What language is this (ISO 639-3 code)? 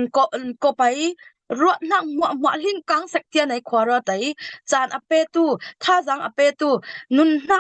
cfm